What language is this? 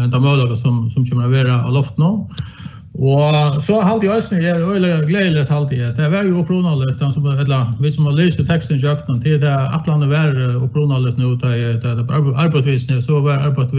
Faroese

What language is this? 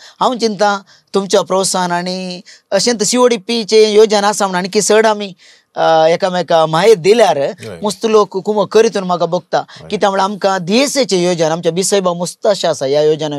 Konkani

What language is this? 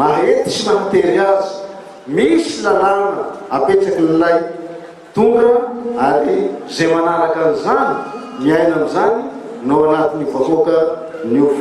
Malagasy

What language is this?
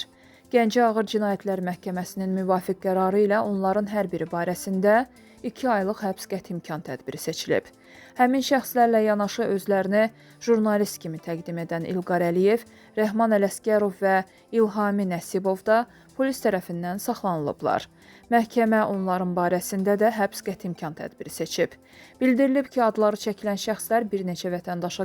Azerbaijani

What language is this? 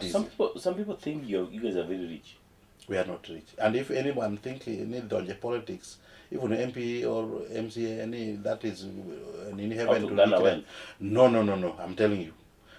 Luo (Kenya and Tanzania)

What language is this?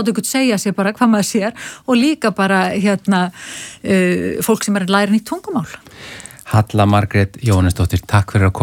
Icelandic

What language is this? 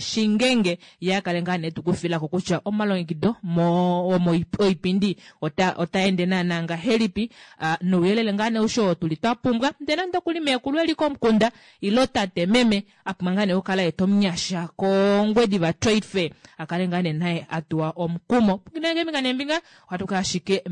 Kuanyama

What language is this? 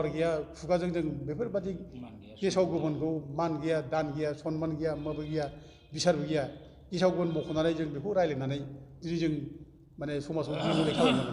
Bodo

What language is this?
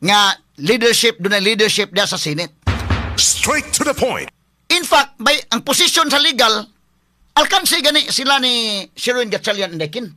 Cebuano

